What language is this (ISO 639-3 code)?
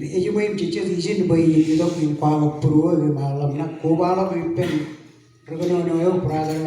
mah